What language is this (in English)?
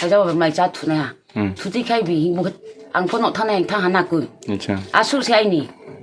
Kok Borok